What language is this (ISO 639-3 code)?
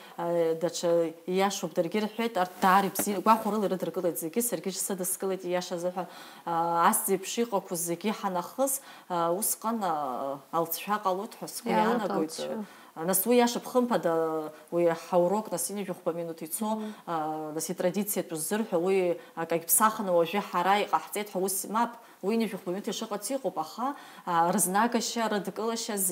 abk